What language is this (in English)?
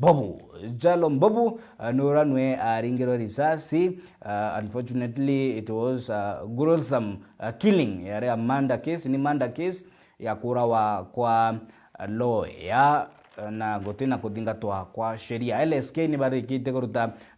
Meru